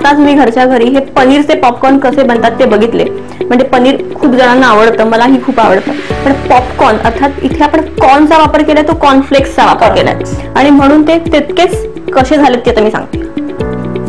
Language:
Marathi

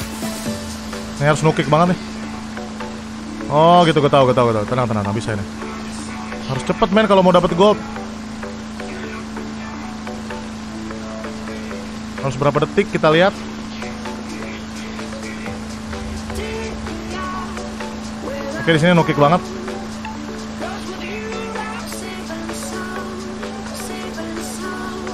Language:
Indonesian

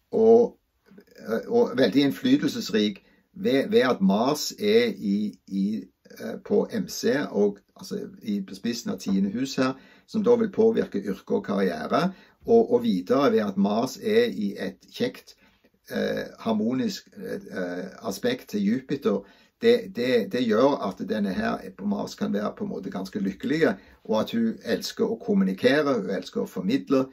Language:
Norwegian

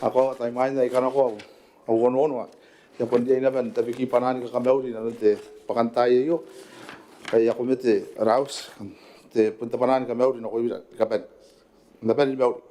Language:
Gilbertese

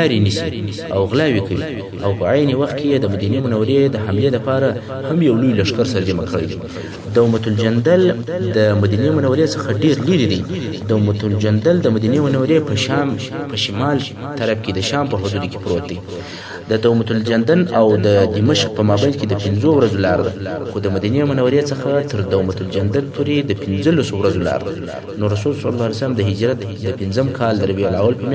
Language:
Pashto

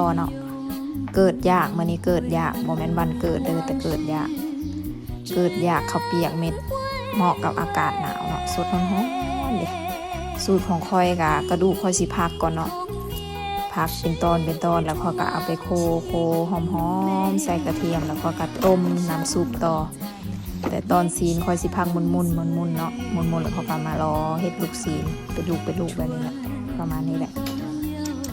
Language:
Lao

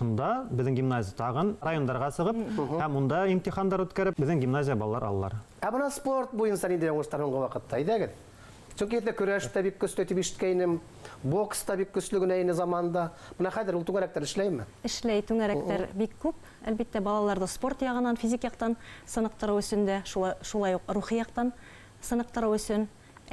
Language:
Bashkir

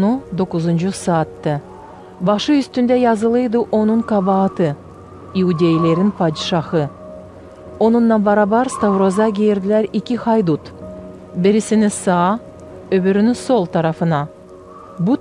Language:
Gagauz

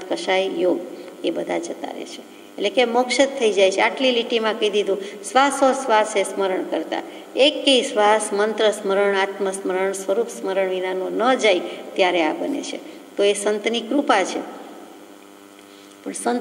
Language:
Gujarati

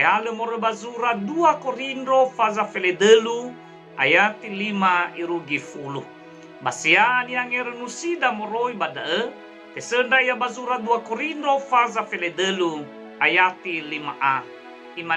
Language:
Nias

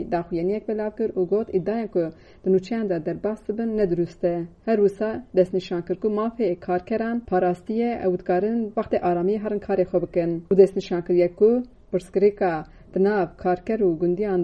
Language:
Kurdish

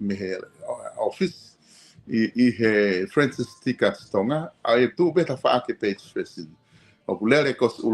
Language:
Tongan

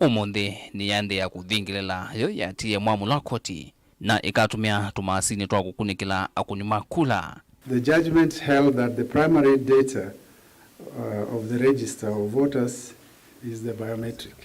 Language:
Kamba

